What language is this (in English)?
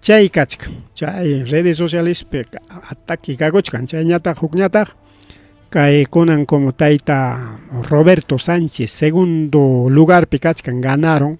Ayacucho Quechua